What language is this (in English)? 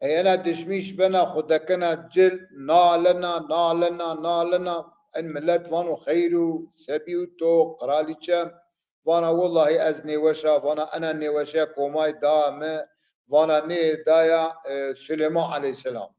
Zaza